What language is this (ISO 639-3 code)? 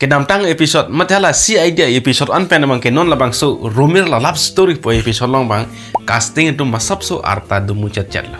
mjw